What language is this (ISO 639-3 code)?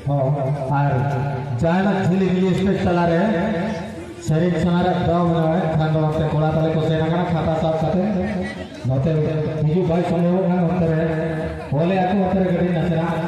sat